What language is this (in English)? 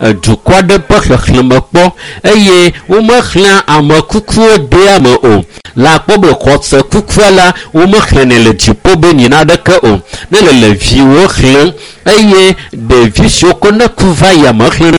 Ewe